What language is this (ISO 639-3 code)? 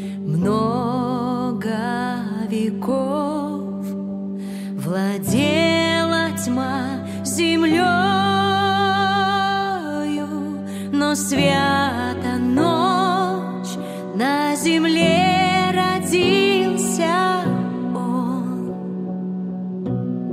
rus